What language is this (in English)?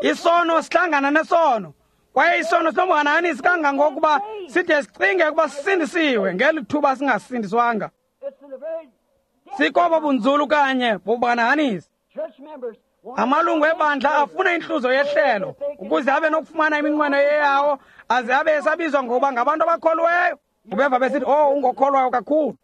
Xhosa